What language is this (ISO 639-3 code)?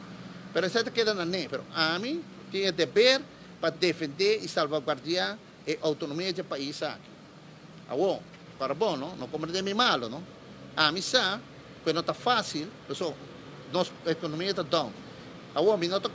pap